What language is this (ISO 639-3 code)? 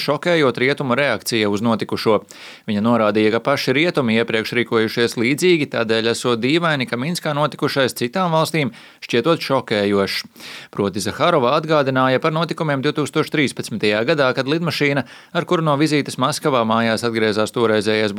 lav